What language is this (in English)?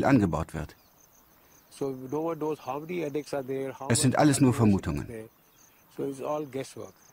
German